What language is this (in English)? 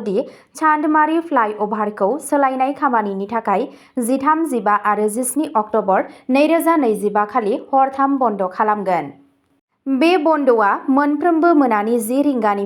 Bodo